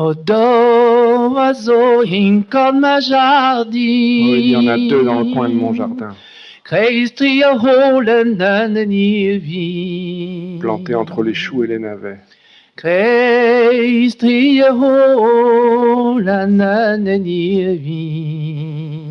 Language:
Breton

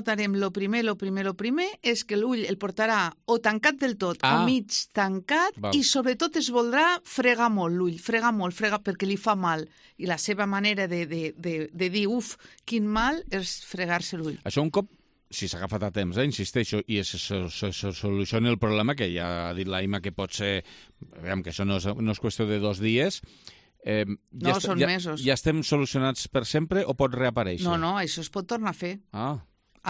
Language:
Catalan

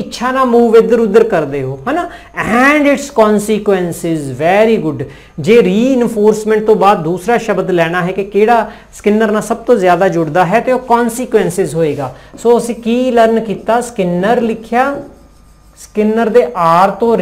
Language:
Punjabi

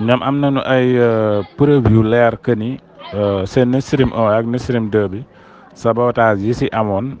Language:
Wolof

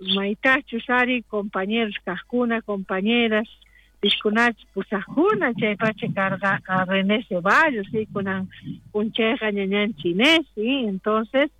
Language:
South Bolivian Quechua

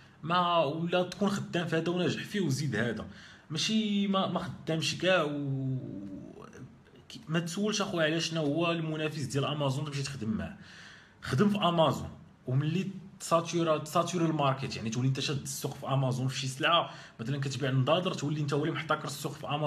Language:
Moroccan Arabic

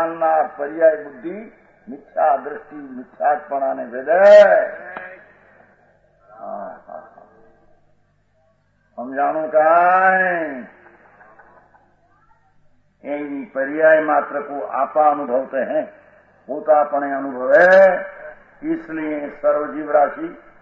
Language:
Gujarati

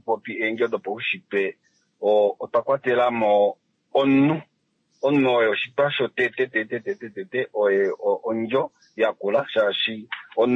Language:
Kuanyama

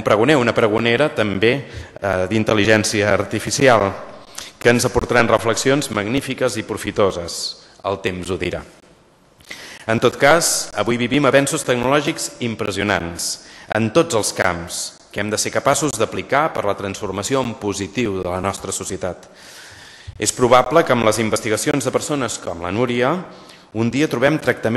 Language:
Catalan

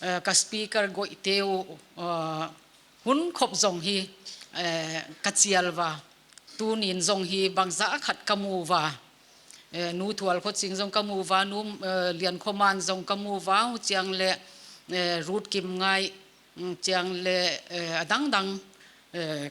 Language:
Paite Chin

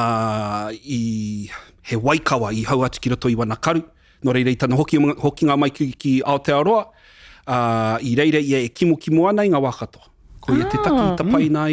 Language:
Māori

